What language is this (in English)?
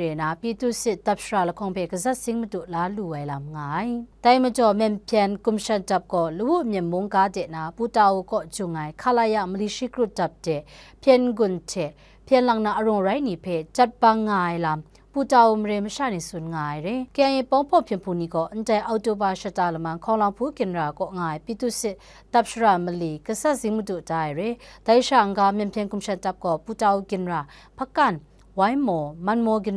Kachin